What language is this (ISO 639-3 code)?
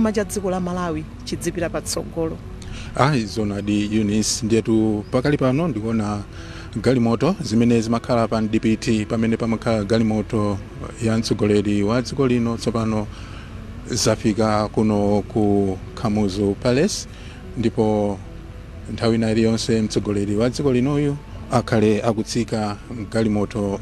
nya